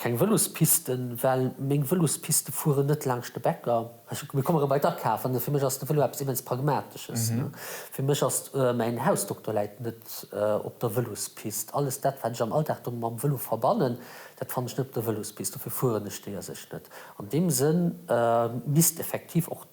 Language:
Luxembourgish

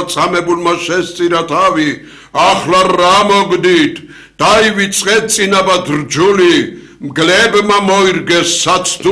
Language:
Georgian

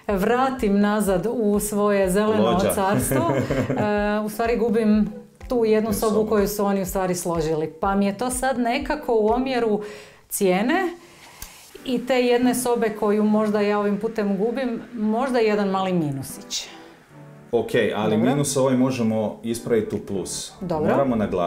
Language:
Croatian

